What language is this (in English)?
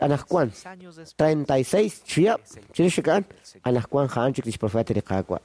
Kekchí